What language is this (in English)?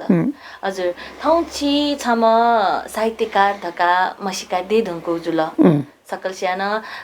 Newari